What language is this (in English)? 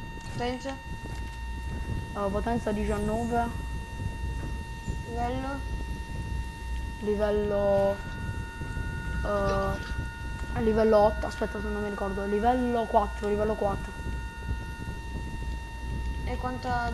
Italian